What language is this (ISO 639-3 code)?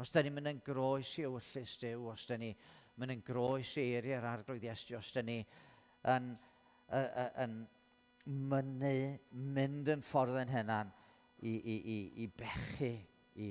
cym